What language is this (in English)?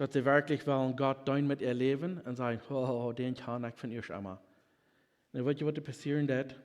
Plautdietsch